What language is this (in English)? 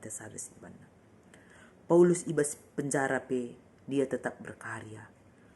Batak Karo